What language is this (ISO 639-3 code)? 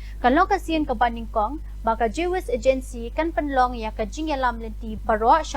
kha